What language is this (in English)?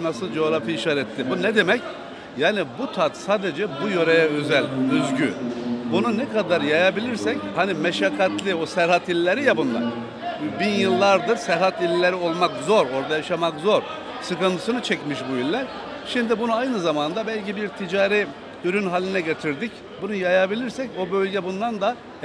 Turkish